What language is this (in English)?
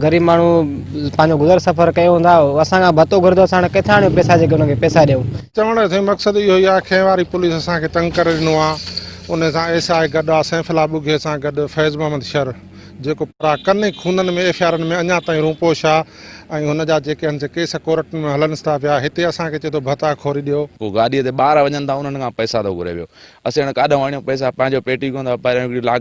Sindhi